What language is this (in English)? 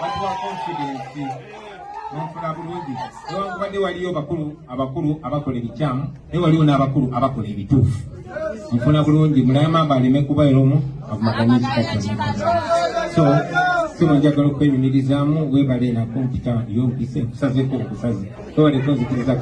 Ganda